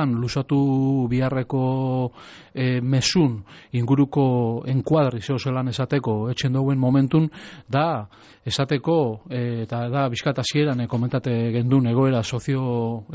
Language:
Basque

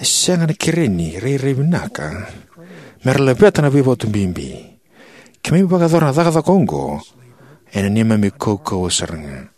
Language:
Fijian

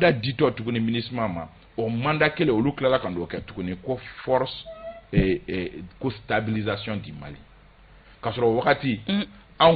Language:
Bambara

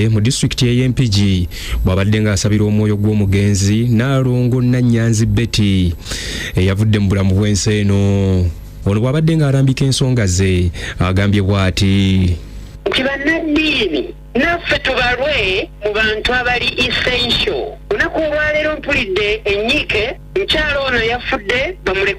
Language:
Ganda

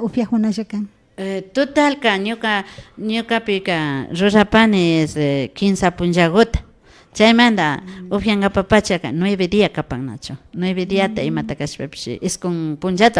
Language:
Imbabura Highland Quichua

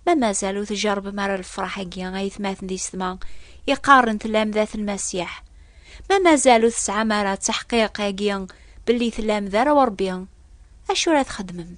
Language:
Kabyle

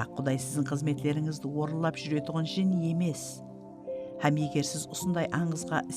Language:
Kara-Kalpak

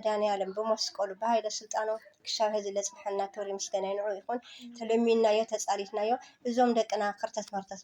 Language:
Tigrinya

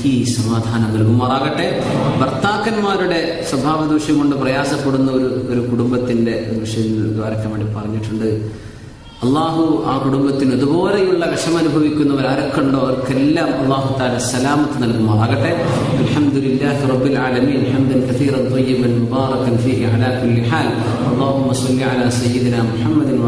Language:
Malayalam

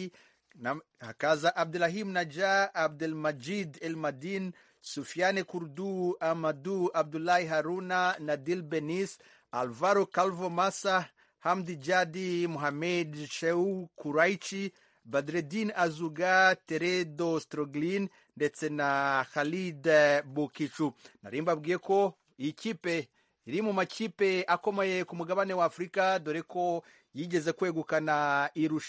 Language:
Kinyarwanda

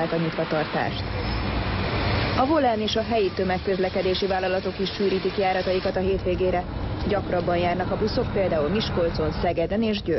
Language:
Hungarian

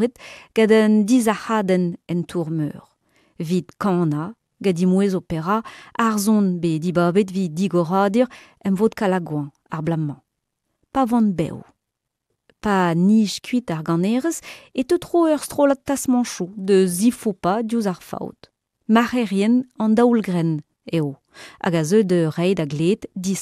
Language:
Breton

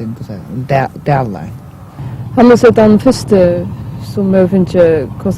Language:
Faroese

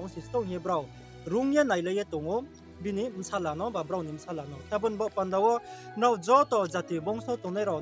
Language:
Riang (India)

